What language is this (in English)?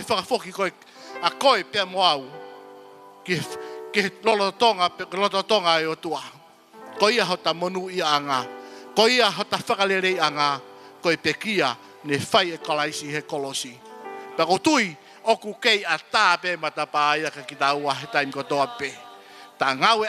Tongan